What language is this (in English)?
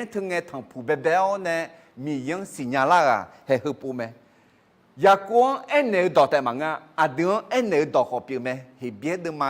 Akha